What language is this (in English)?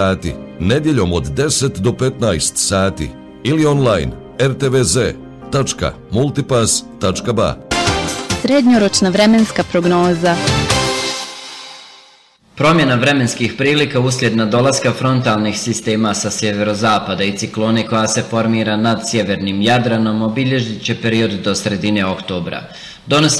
Bosnian